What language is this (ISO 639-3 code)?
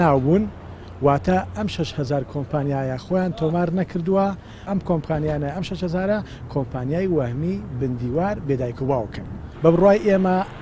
ckb